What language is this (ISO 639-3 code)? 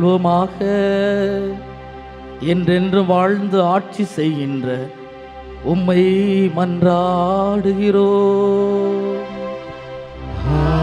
tam